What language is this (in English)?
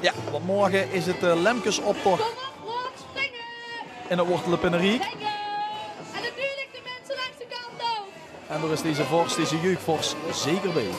Limburgish